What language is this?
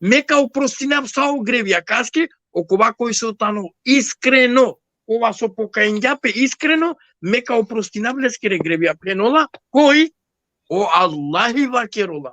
Balkan Romani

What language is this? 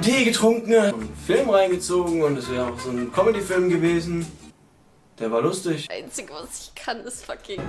Swiss German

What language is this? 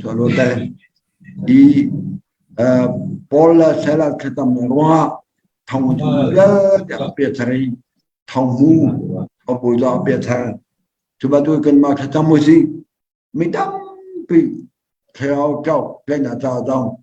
Hakha Chin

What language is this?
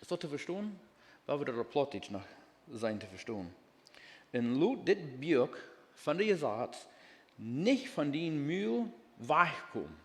Plautdietsch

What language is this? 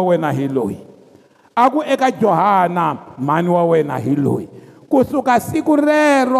Tsonga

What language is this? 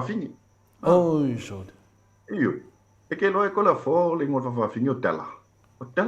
Samoan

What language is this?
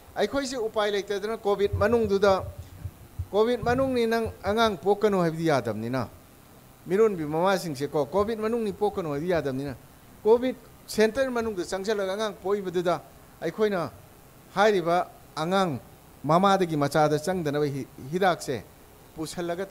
Manipuri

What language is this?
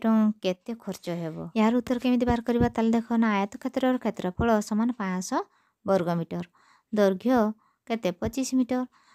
Odia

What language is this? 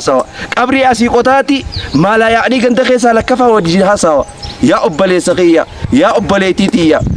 Oromo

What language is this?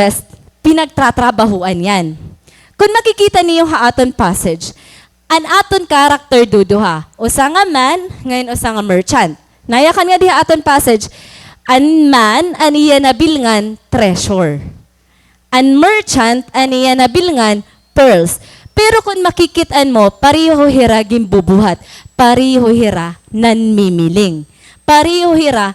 Waray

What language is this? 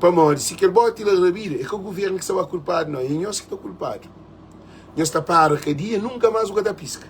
Kabuverdianu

